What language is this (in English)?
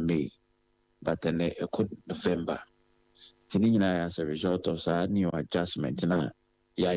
Akan